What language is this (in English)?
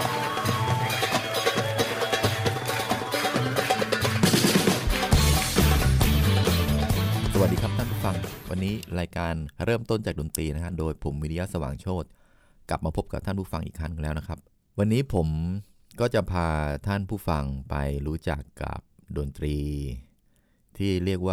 Thai